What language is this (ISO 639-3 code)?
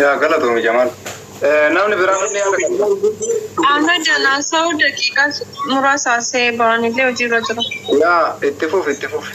orm